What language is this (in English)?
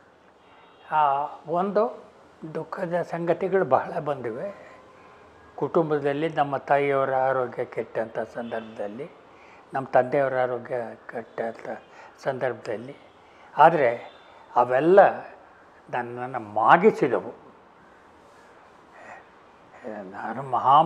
Kannada